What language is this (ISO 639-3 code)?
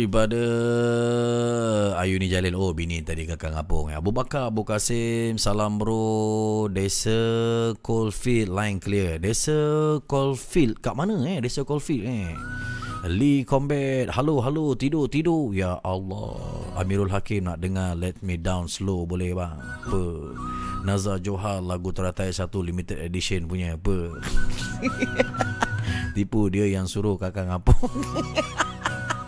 msa